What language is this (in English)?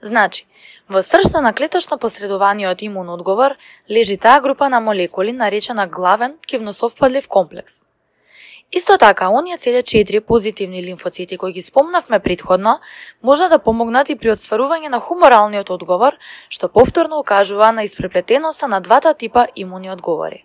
Macedonian